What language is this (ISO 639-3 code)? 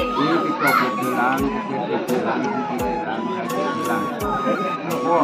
mjw